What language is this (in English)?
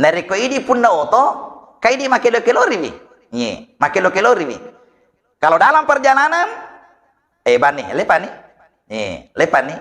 Buginese